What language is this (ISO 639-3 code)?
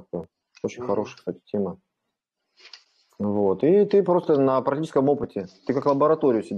rus